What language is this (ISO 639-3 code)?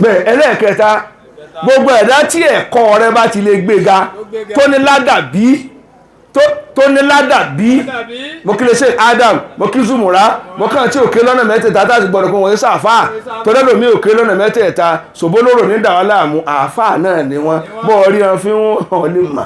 yor